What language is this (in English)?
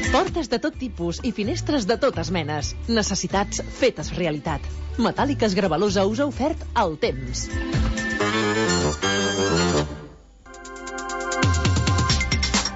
Catalan